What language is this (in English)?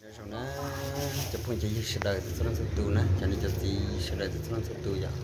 Hmong